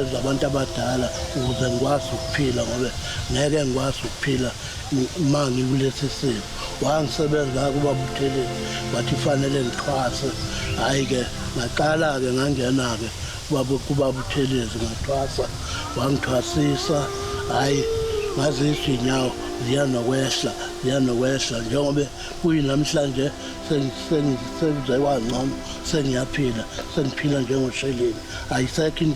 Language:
Zulu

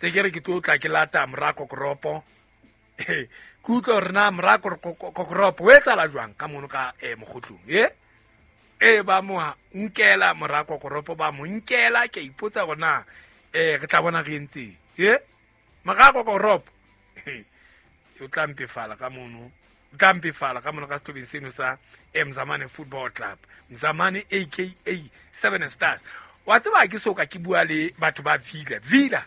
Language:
Southern Sotho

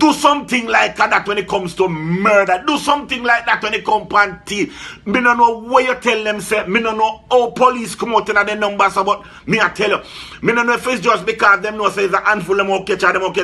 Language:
Jamaican Creole English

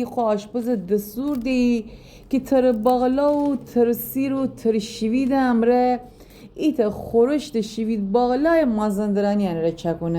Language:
Gilaki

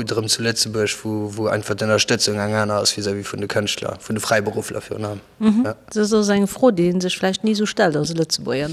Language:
Luxembourgish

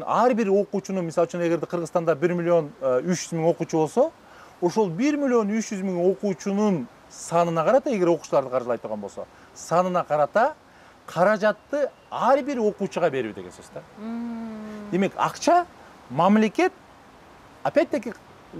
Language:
Kyrgyz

